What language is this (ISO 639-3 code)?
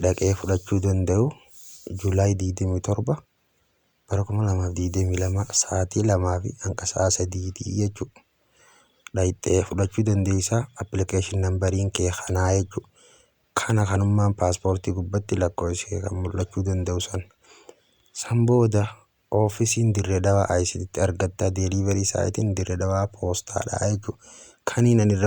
orm